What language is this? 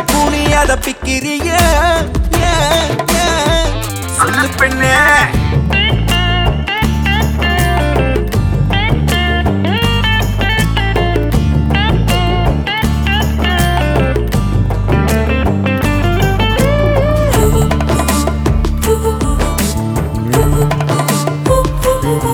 Tamil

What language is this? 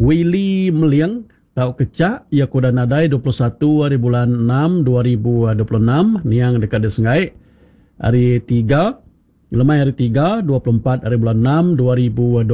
Iban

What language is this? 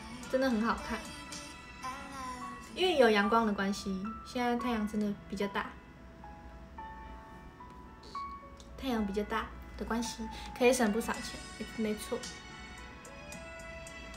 Chinese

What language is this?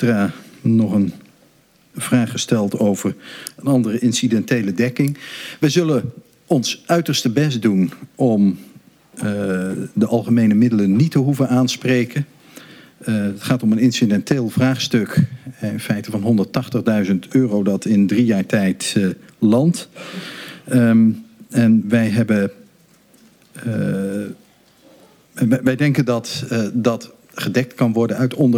Dutch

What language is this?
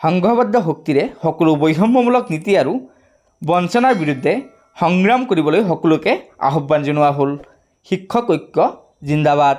Assamese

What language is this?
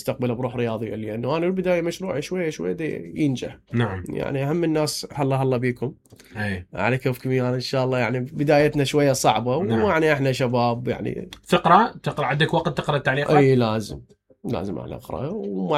Mesopotamian Arabic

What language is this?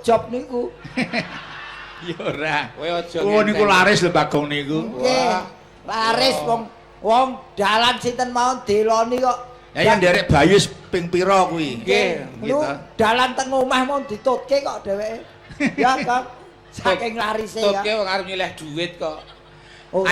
Javanese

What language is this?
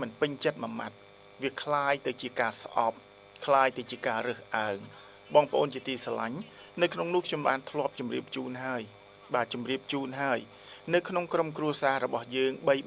Khmer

